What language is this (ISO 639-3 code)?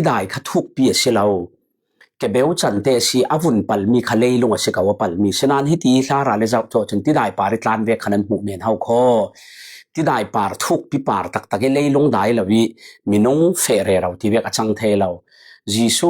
cfm